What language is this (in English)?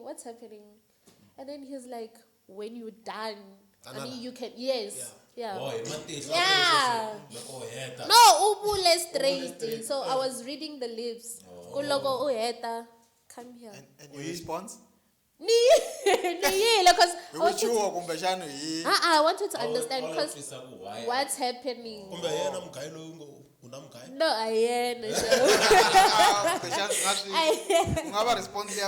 Tsonga